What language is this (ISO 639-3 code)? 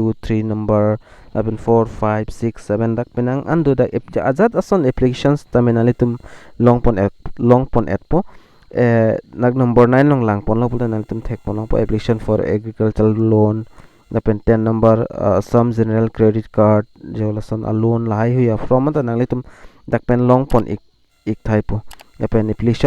mjw